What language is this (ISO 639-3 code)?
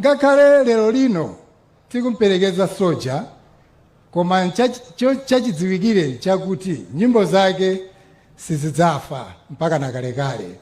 nya